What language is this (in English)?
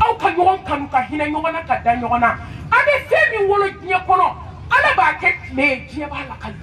Bambara